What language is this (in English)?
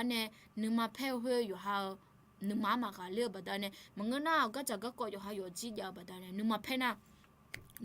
Akha